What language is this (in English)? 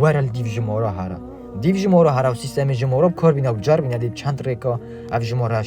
Kurdish